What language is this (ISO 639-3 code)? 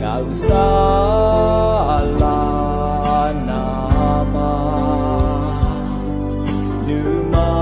ahk